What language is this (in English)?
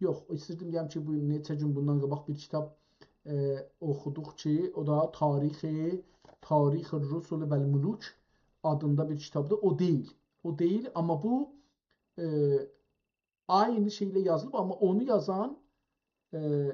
South Azerbaijani